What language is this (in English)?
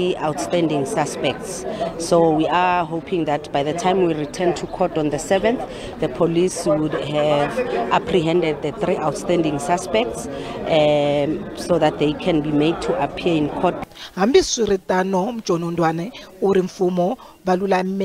Tsonga